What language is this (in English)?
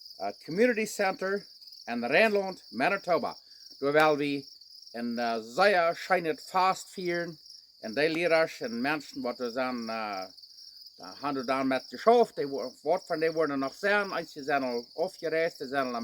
Plautdietsch